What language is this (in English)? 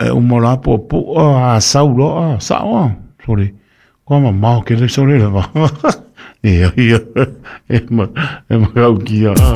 Samoan